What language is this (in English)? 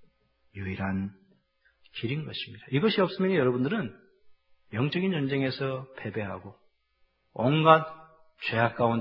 Korean